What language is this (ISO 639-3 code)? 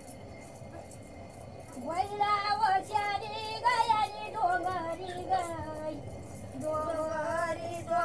mar